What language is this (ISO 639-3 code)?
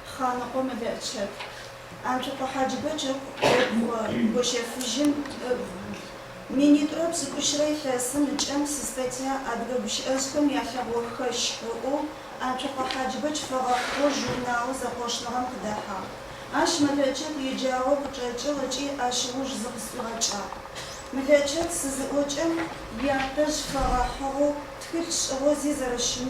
ady